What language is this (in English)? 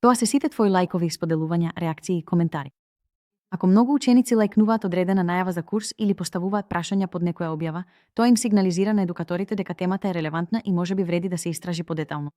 Macedonian